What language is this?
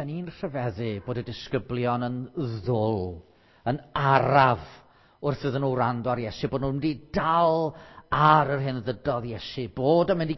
Welsh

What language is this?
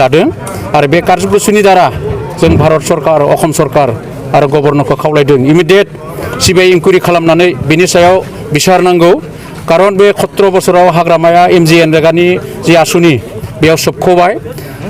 Bodo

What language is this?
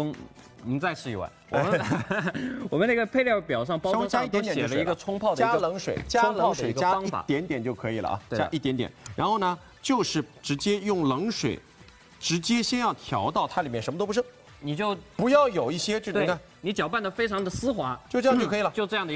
Chinese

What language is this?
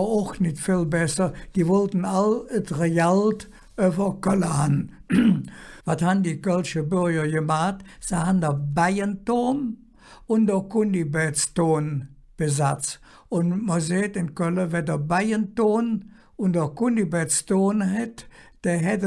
Colognian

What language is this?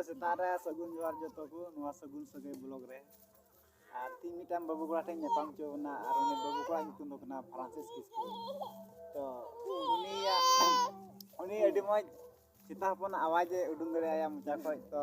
Santali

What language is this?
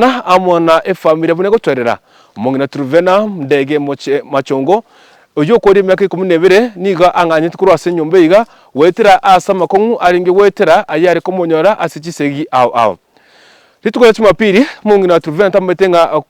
Gusii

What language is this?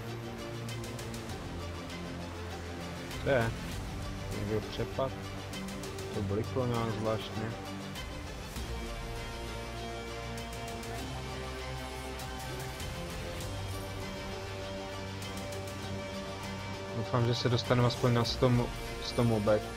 Czech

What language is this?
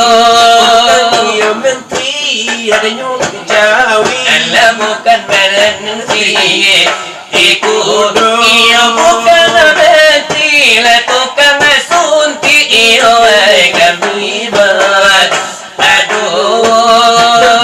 Minangkabau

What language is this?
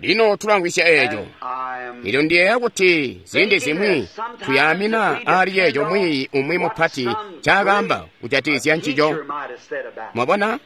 Tonga (Zambia)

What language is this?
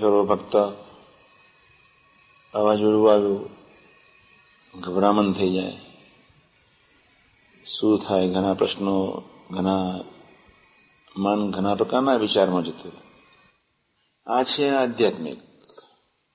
Gujarati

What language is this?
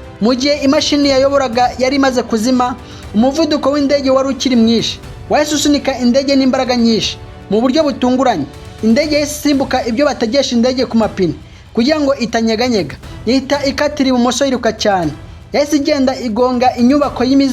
Kinyarwanda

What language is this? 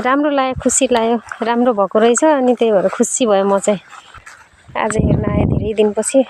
Nepali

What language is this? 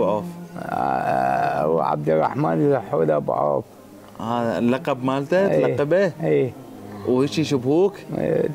Mesopotamian Arabic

